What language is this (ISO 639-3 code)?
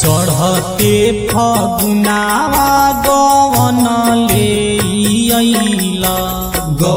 bho